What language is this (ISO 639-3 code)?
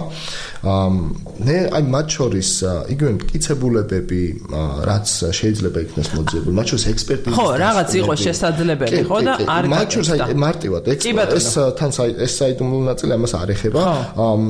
kat